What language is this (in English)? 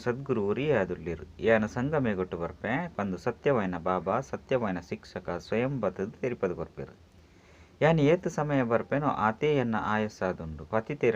Tulu